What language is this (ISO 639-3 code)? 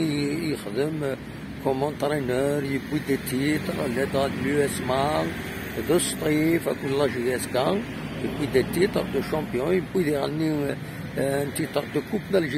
kab